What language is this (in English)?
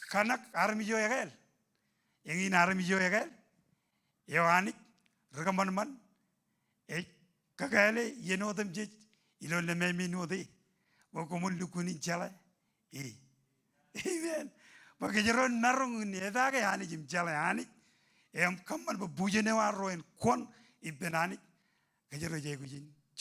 Marshallese